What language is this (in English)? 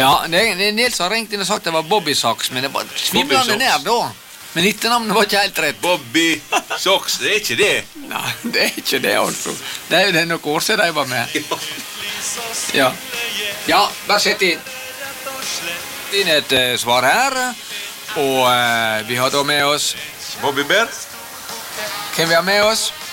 Norwegian